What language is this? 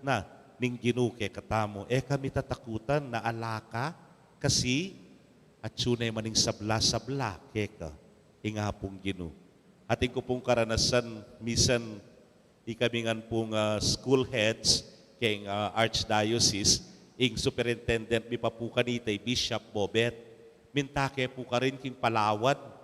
Pampanga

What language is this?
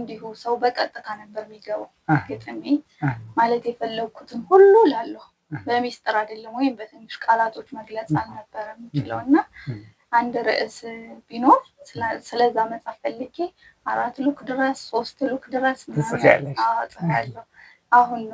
Amharic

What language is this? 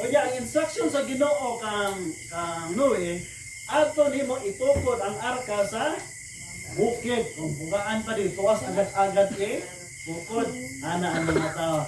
Cebuano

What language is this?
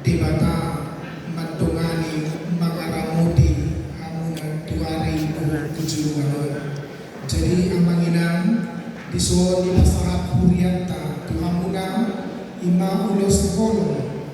Batak Toba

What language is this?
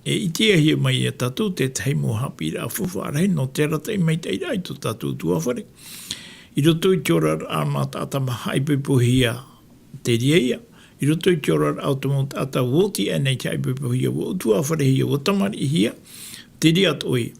Tahitian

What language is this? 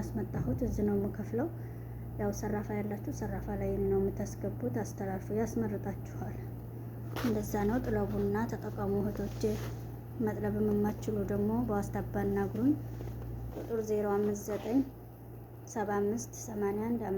Amharic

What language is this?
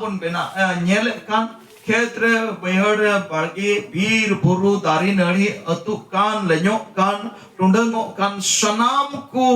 Santali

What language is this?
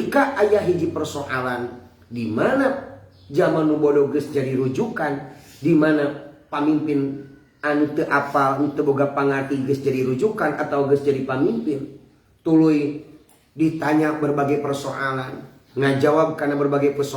Sundanese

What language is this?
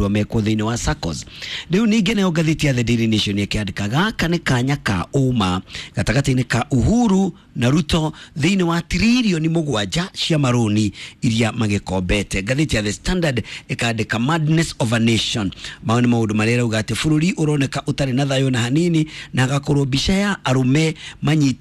Kikuyu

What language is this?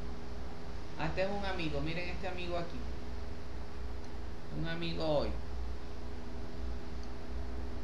Spanish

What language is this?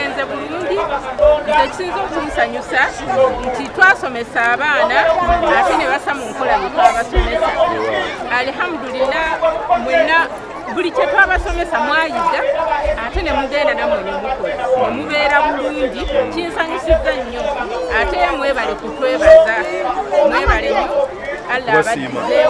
Ganda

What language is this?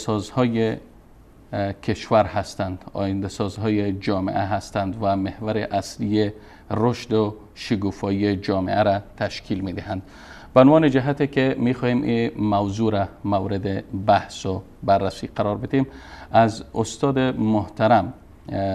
Persian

